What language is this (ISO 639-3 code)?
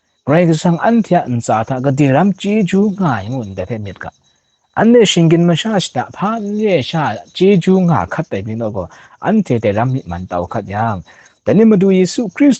kac